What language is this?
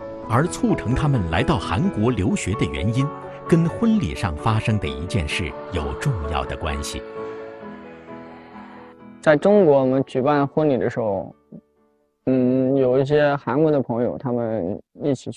Chinese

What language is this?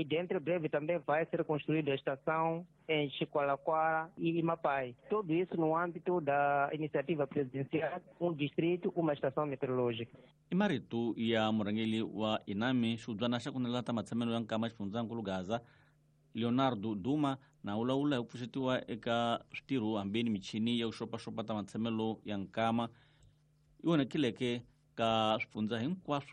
Tsonga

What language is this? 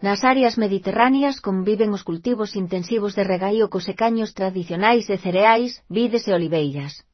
Galician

